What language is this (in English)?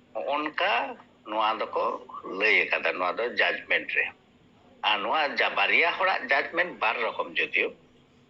Santali